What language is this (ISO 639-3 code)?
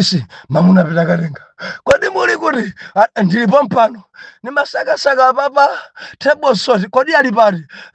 nya